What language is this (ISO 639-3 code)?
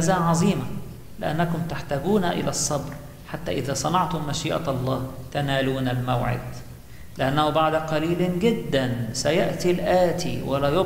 arz